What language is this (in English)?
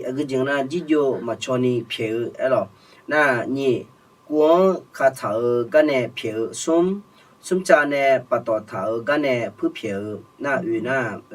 Akha